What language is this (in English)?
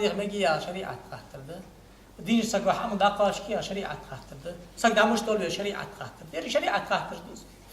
Ingush